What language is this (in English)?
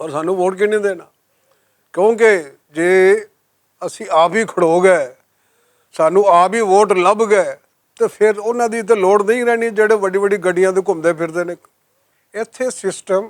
Western Panjabi